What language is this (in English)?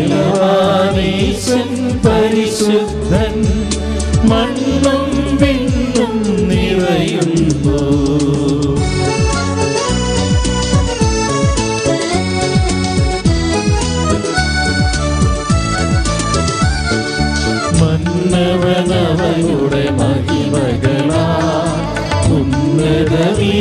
Malayalam